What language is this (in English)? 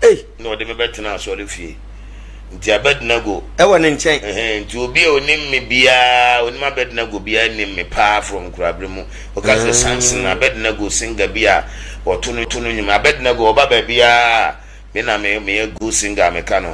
Akan